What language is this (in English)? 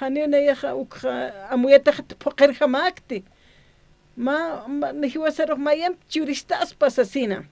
Aymara